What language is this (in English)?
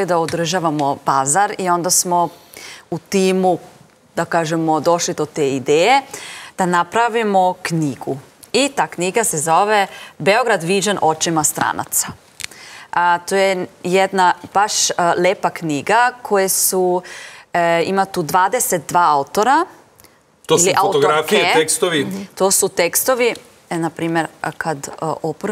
Serbian